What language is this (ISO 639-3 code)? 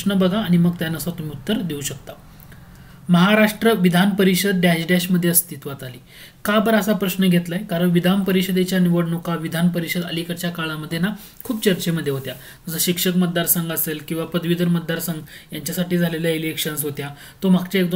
mar